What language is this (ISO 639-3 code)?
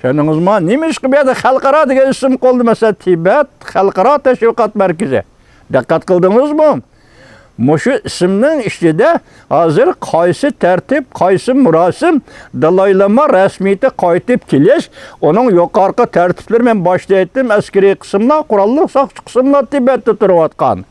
uig